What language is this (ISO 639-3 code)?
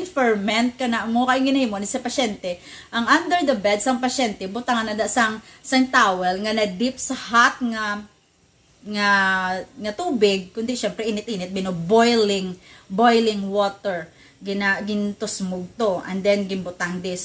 hil